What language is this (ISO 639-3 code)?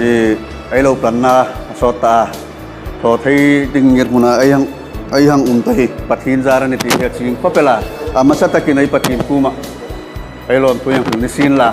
hmr